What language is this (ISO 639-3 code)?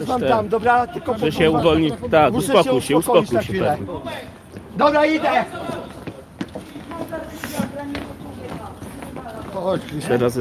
pol